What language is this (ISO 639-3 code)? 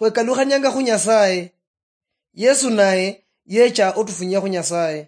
luy